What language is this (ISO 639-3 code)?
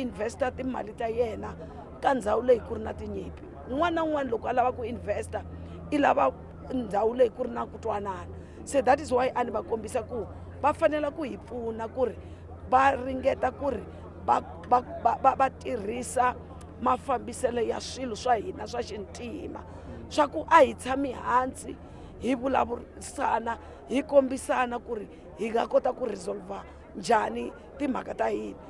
tso